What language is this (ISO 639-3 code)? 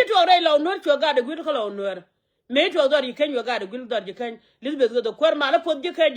nus